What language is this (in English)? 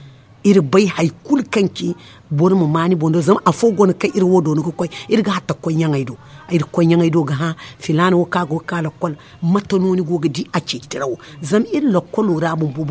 Zarma